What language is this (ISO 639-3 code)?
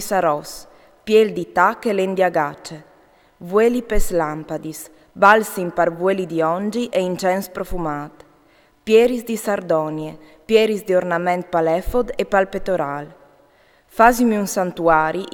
fur